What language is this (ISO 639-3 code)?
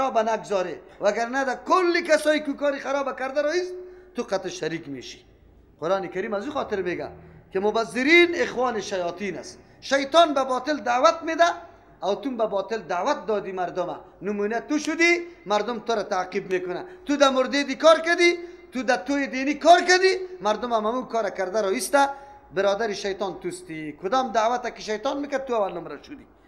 fas